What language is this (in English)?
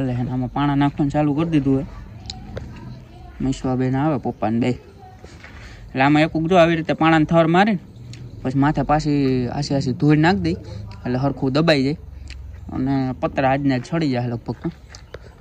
Gujarati